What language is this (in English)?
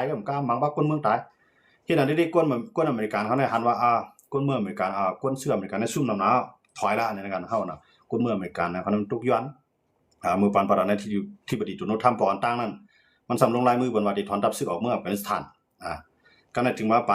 Shan